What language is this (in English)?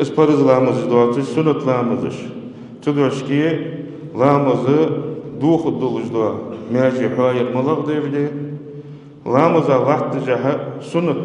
Ingush